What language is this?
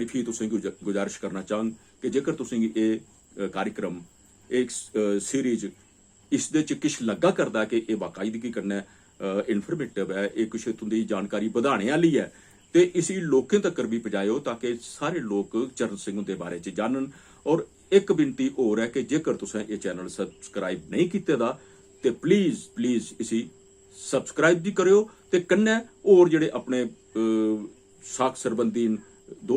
Dogri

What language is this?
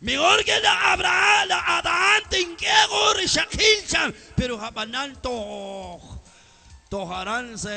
Kekchí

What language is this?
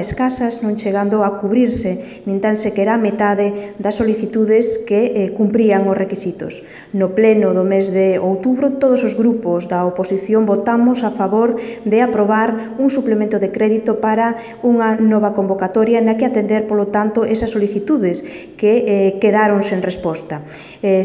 Galician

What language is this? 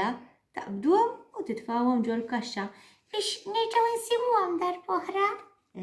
Maltese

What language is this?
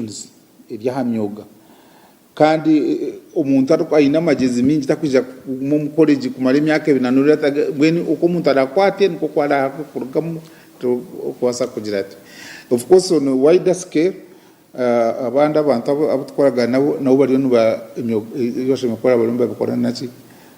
Nyankole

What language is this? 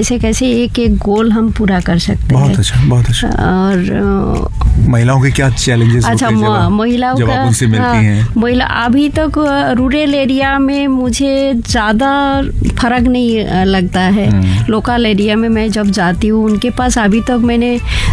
Hindi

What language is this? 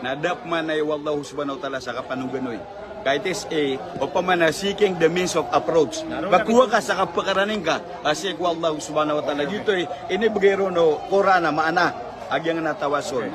Maranao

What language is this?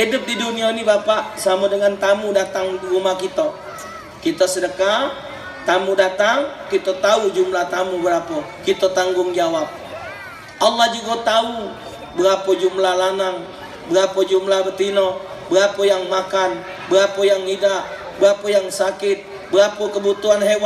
Musi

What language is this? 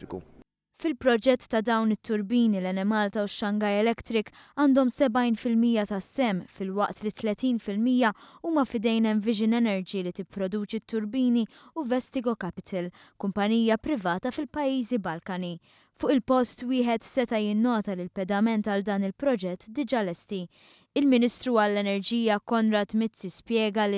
Maltese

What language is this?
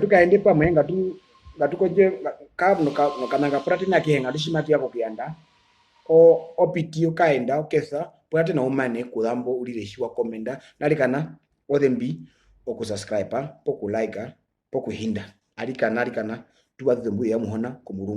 Herero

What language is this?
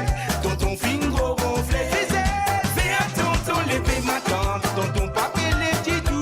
Morisyen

